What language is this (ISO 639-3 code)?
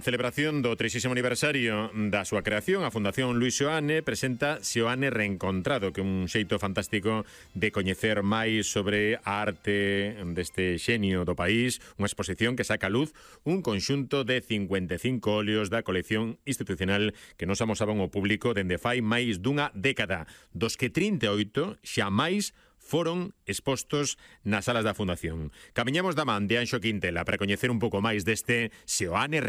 glg